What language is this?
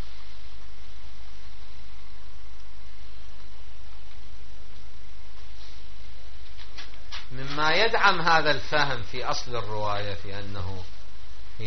Arabic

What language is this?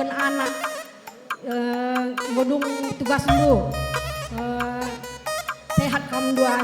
Batak Karo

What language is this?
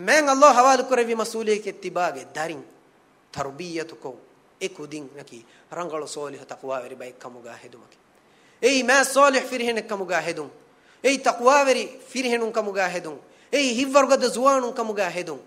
Divehi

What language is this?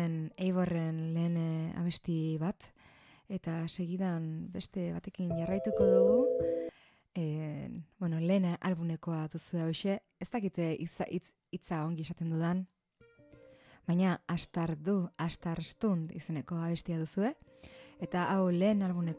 Basque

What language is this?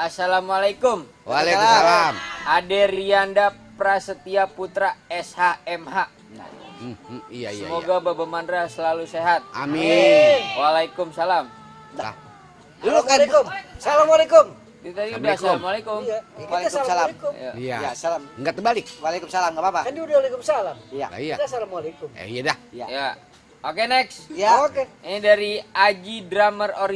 Betawi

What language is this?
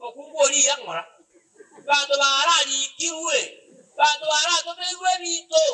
Gusii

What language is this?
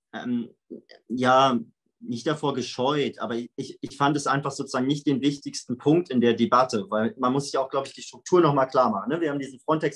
German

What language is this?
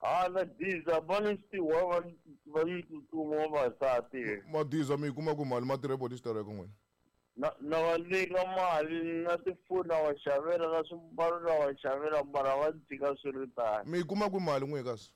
Tsonga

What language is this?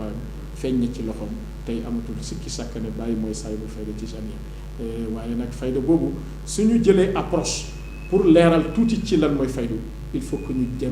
Wolof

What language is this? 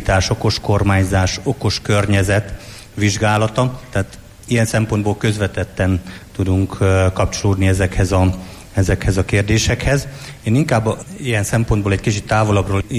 Hungarian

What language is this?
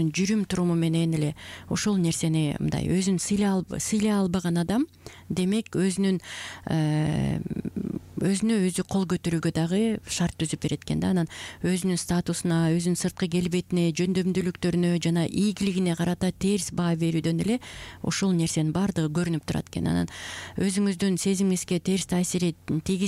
Kyrgyz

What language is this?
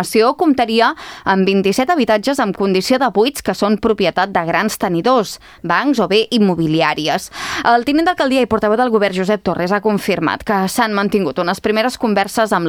Catalan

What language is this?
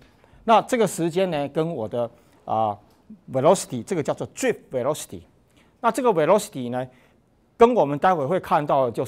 Chinese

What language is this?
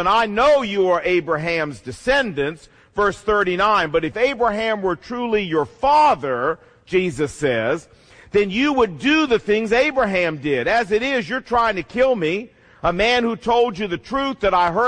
English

